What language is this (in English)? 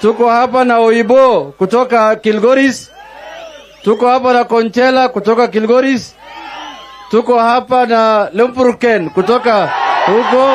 Masai